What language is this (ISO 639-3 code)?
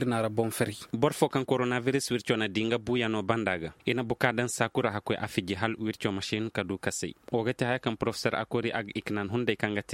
ses